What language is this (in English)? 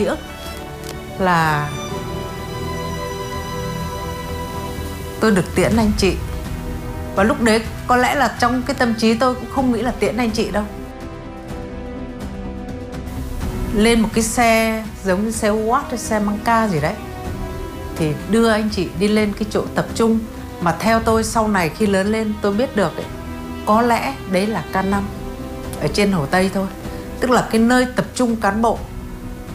Vietnamese